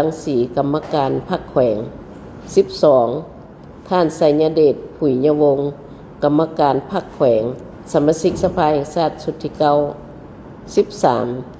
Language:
Lao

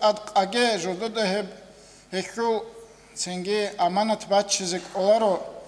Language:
Avaric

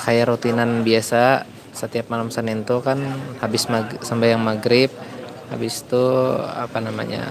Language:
Banjar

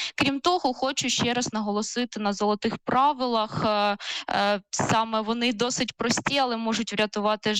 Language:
Ukrainian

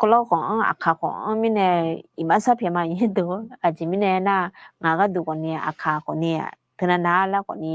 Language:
Akha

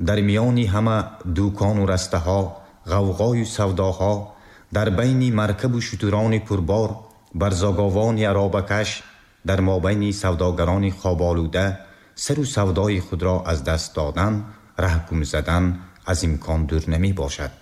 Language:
Tajik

